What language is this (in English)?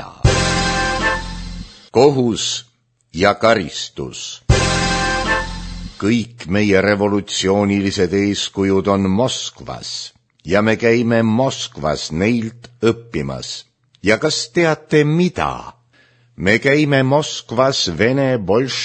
Estonian